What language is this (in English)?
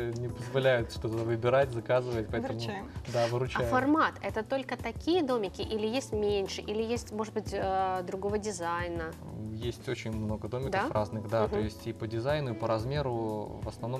Russian